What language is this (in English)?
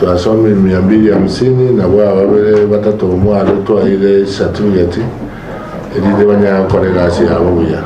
Gusii